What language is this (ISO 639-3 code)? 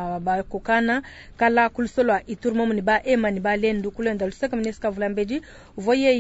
lua